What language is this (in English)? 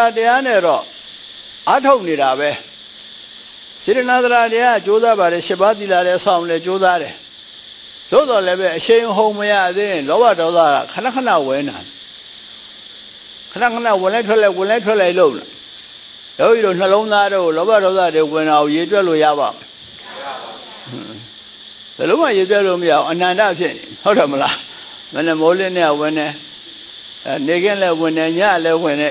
Burmese